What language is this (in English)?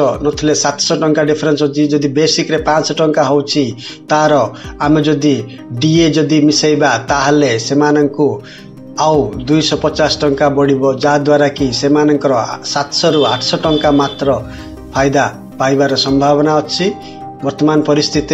Odia